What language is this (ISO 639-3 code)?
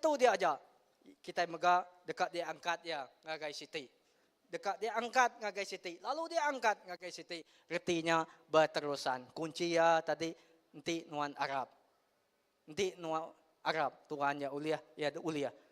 iba